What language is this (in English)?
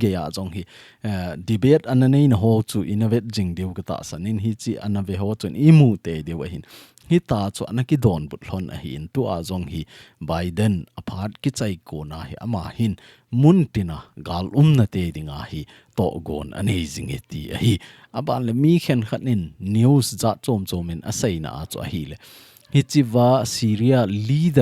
Thado Chin